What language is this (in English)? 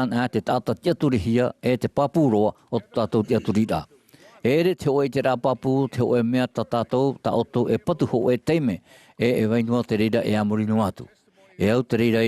Tahitian